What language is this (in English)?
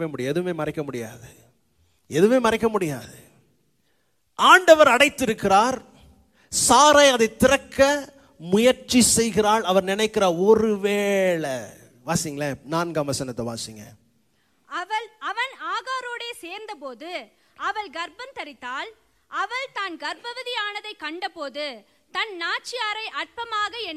Tamil